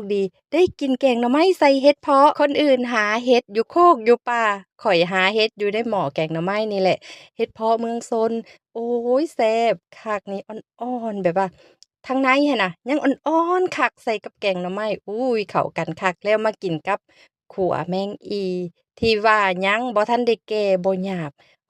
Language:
Lao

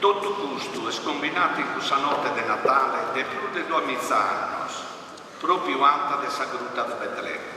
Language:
Sardinian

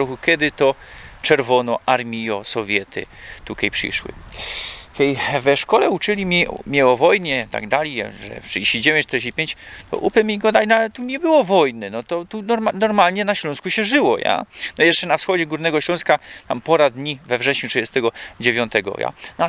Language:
Silesian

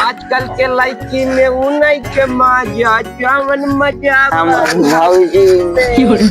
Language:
Awadhi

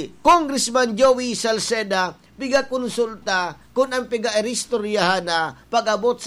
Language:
Bikol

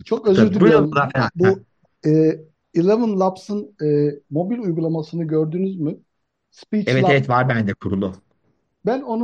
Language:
Turkish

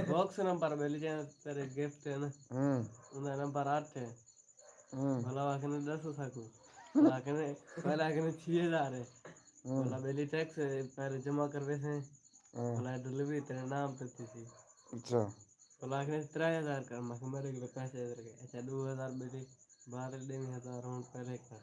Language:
Saraiki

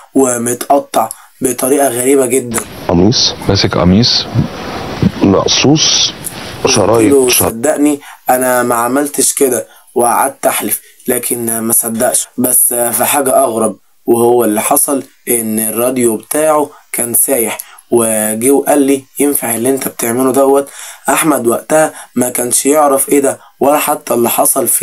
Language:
Egyptian Arabic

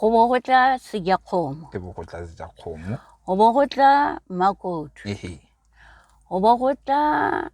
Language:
Tswana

